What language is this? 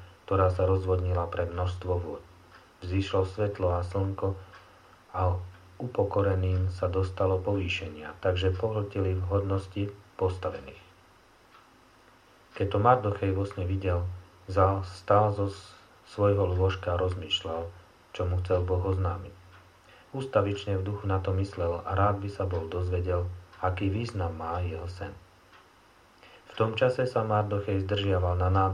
Slovak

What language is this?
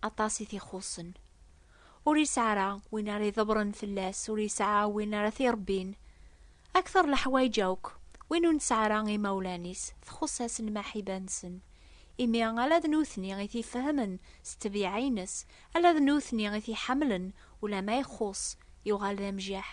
Kabyle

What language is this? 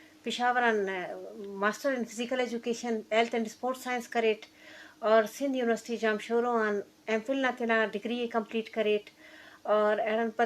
Eastern Balochi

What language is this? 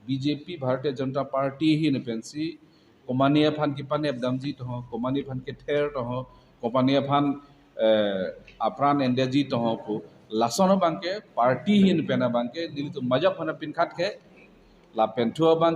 Karbi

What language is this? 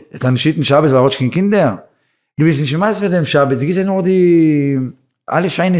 Yiddish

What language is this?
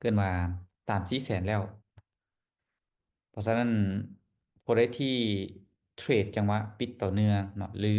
Lao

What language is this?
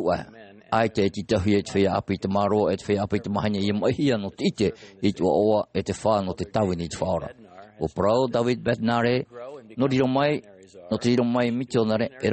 Tahitian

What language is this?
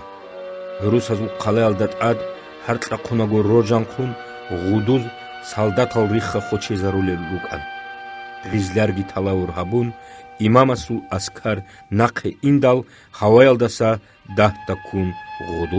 Avaric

